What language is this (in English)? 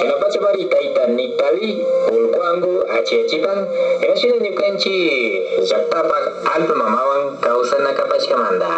Imbabura Highland Quichua